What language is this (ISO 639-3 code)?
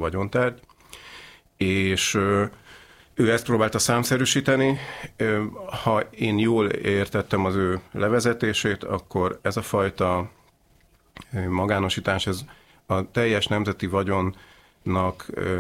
hun